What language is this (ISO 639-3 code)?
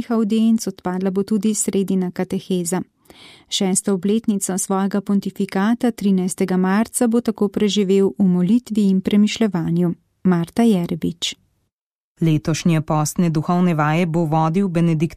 slv